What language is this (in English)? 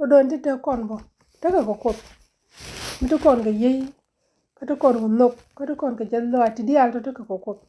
Nuer